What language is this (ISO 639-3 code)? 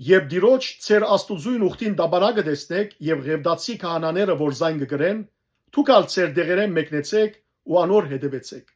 hyw